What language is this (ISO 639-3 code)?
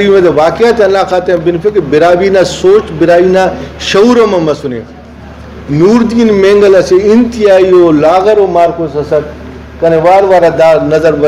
brh